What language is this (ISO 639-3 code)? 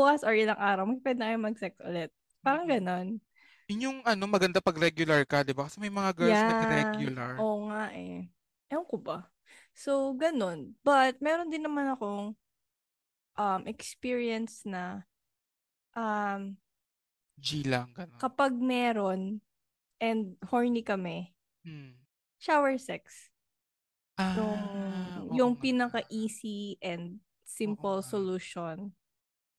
fil